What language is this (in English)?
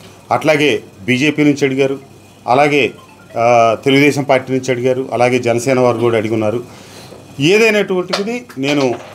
Telugu